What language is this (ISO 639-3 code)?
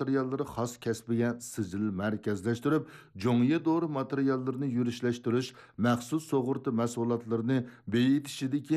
uig